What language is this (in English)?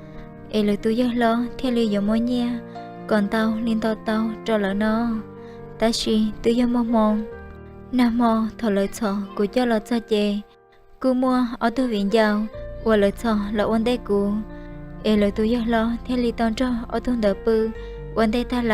Hmong